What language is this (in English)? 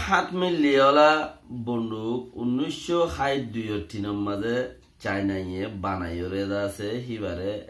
Rohingya